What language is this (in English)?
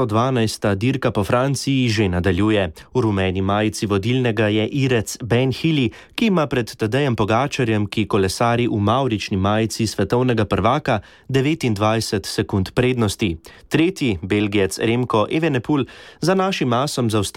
Slovenian